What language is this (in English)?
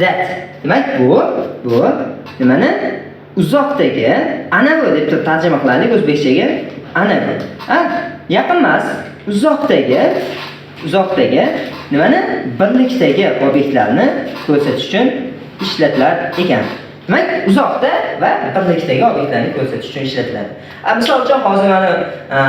Uzbek